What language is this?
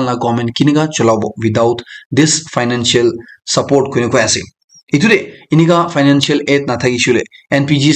Naga Pidgin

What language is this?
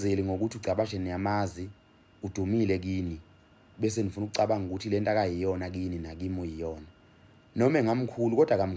Zulu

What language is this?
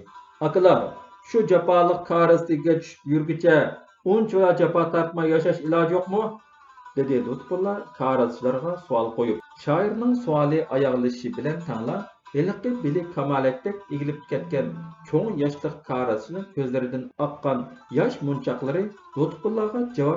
Uyghur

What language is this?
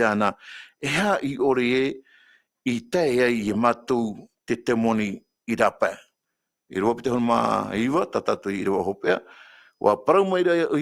Tahitian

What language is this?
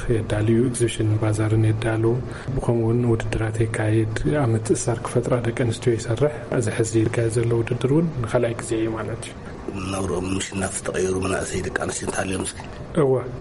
Tigrinya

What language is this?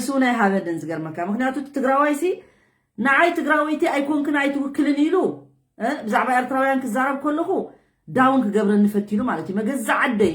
Tigrinya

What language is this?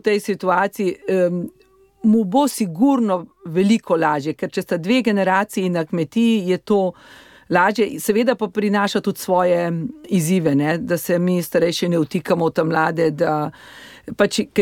Slovenian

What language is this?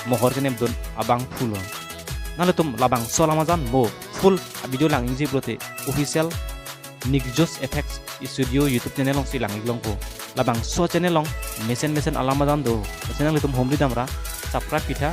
Karbi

